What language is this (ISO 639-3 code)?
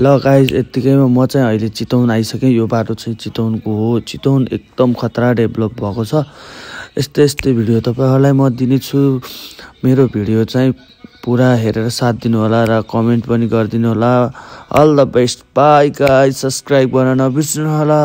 nep